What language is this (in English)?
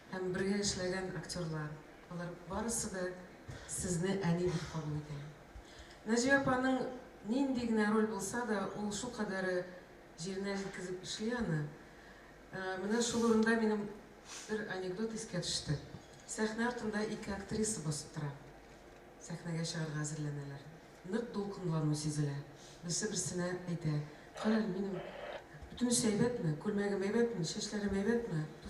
Tatar